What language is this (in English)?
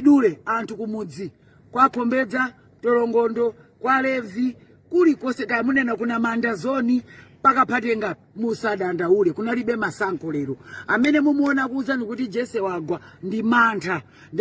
Nyanja